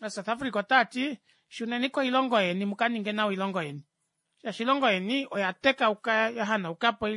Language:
Kuanyama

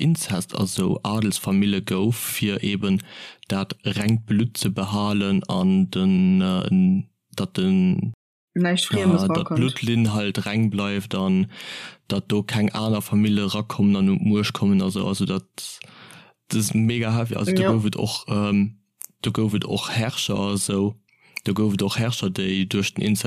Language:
Luxembourgish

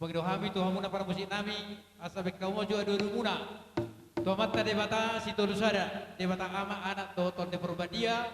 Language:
Batak Toba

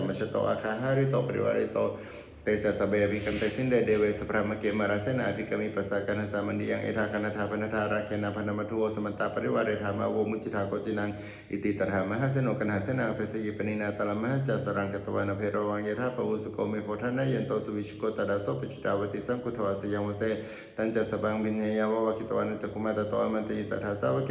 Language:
Pali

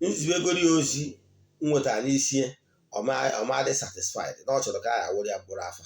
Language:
Igbo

